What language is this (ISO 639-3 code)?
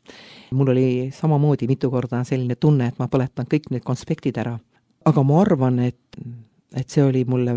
est